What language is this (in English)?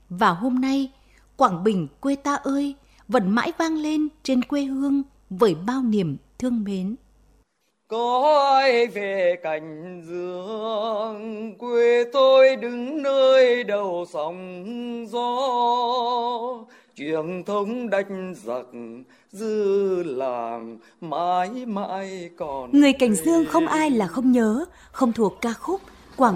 Vietnamese